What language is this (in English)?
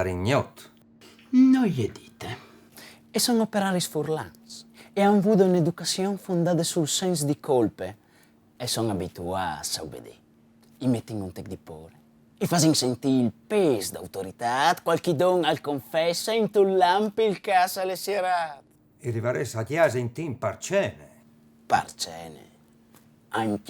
Friulian